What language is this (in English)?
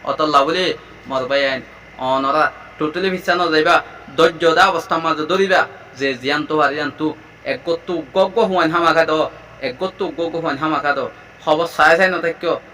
Rohingya